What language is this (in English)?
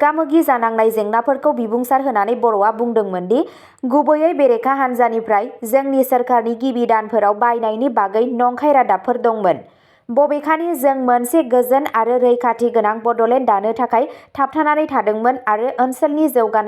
Bodo